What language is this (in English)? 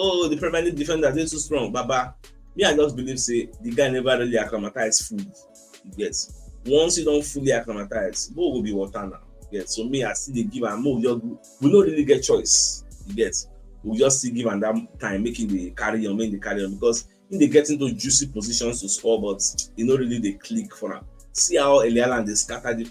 Nigerian Pidgin